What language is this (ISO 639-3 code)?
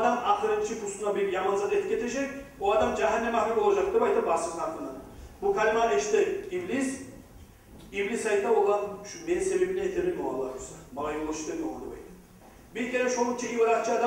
kum